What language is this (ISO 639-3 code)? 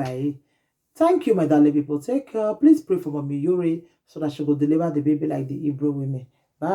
pcm